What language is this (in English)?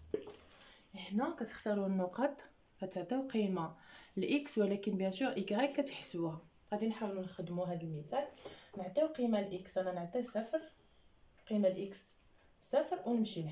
Moroccan Arabic